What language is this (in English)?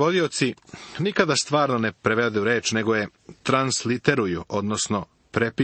Serbian